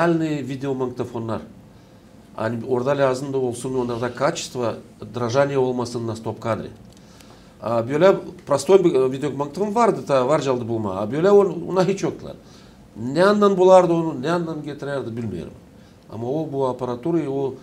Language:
Gagauz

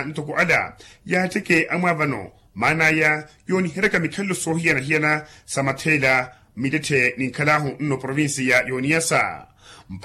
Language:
Makhuwa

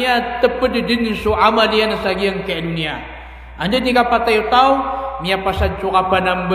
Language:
Maranao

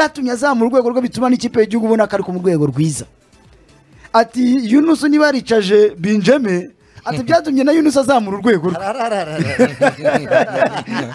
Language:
Kinyarwanda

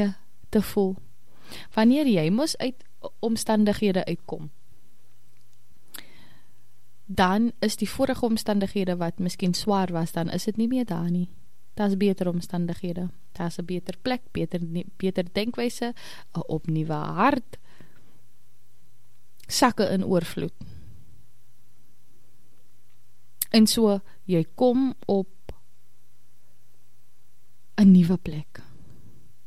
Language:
Afrikaans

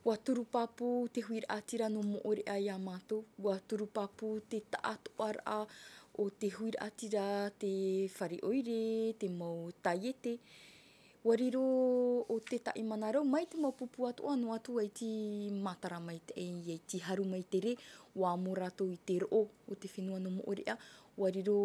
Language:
Tahitian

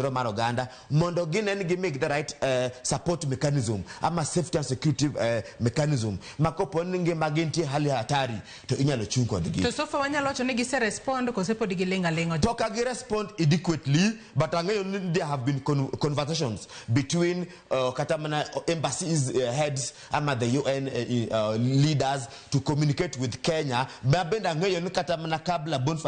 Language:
Luo (Kenya and Tanzania)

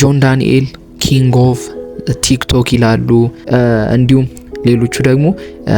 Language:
Amharic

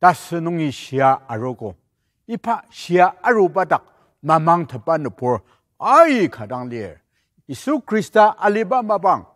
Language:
Ao Naga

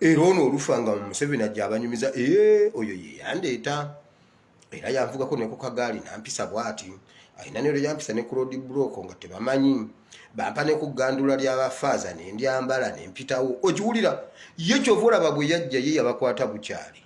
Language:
Ganda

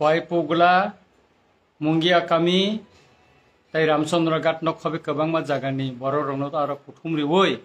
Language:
Kok Borok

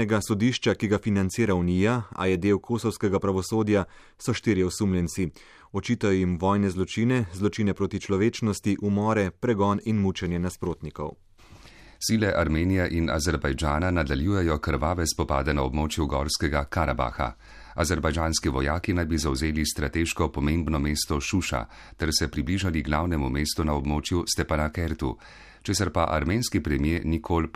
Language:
Slovenian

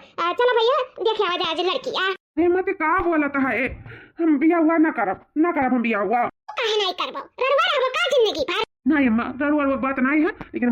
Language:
Awadhi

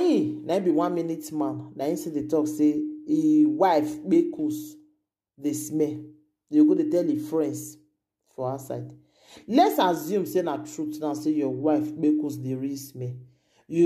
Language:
Nigerian Pidgin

